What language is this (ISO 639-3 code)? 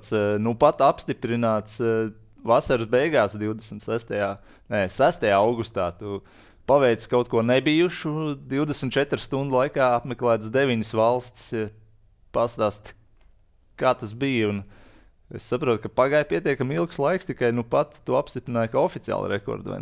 lav